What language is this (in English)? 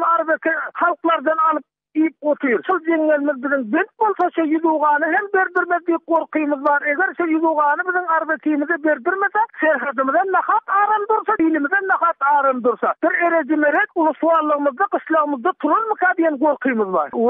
Turkmen